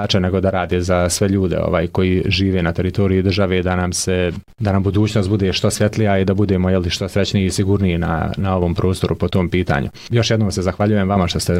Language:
Bosnian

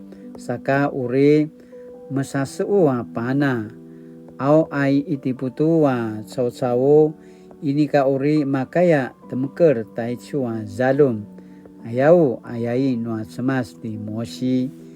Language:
Paiwan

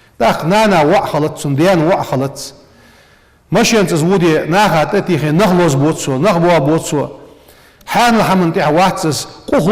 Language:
Ingush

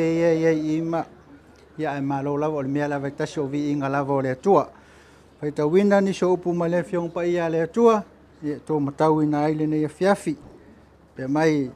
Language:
Samoan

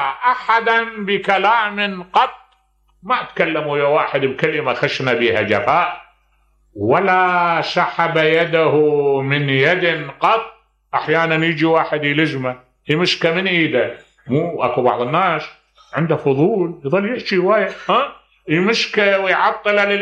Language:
Mesopotamian Arabic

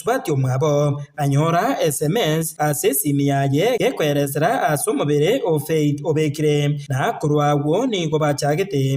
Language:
Gusii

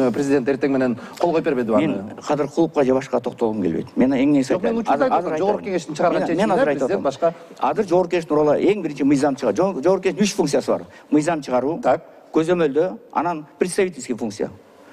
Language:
Kyrgyz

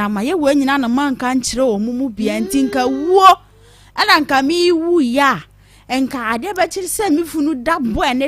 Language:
Akan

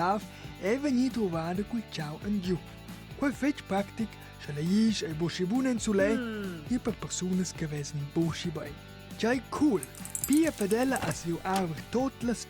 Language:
Romansh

